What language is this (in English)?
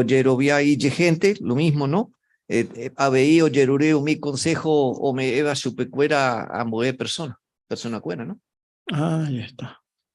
Guarani